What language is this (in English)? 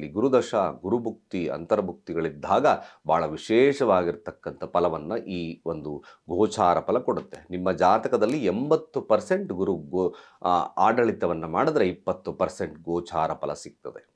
Kannada